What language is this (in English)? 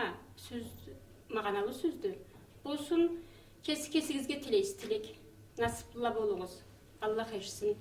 Karachay-Balkar